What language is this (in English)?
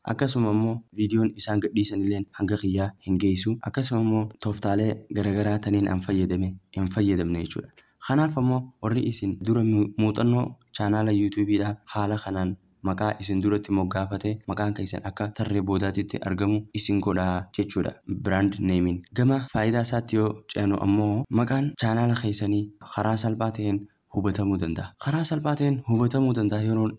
Oromo